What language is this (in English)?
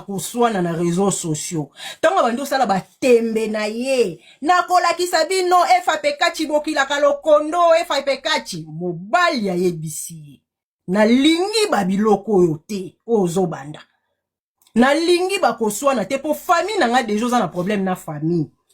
Lingala